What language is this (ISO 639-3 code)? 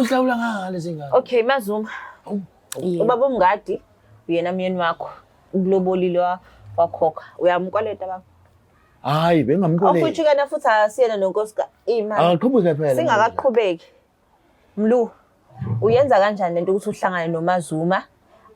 zul